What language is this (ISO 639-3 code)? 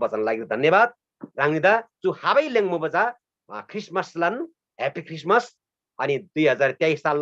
taj